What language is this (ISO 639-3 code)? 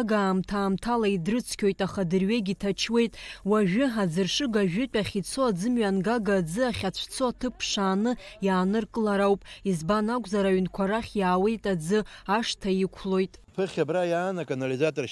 abk